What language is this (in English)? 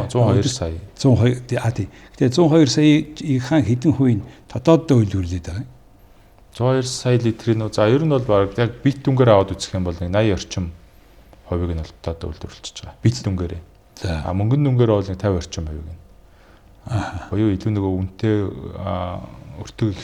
Mongolian